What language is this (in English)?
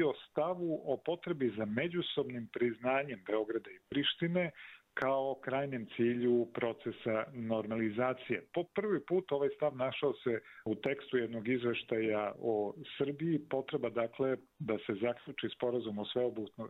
Croatian